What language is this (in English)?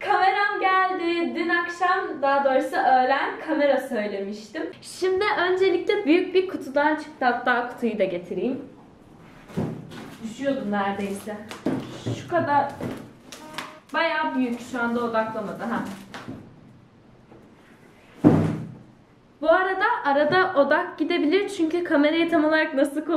Turkish